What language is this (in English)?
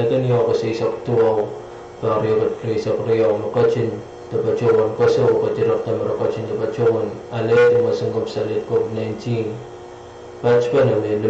Pohnpeian